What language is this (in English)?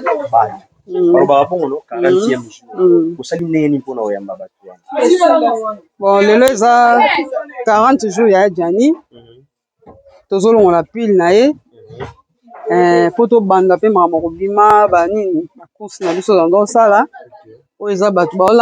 Lingala